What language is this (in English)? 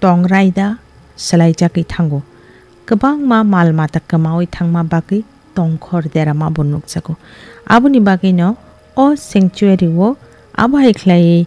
Kok Borok